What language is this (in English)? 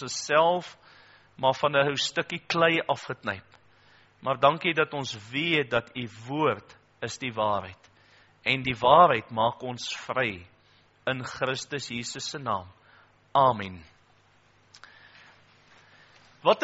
Afrikaans